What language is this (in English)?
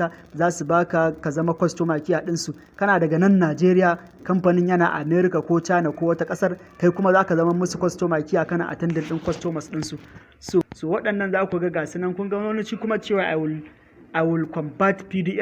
Hausa